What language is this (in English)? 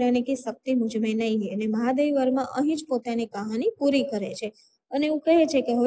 Gujarati